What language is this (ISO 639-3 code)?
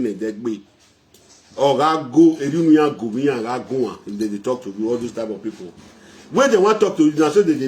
pcm